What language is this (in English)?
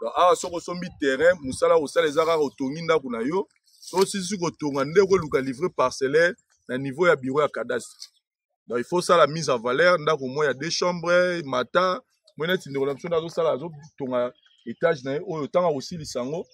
Lingala